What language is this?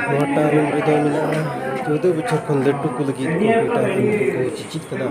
Santali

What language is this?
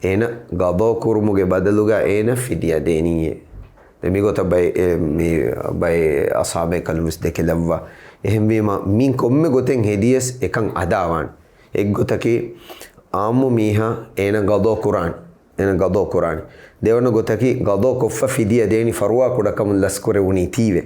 Divehi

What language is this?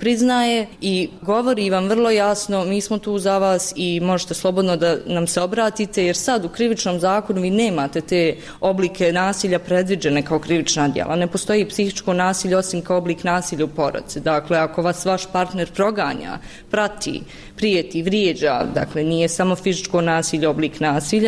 Bosnian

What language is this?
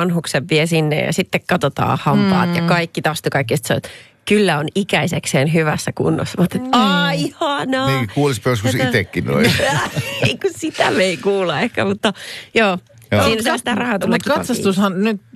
Finnish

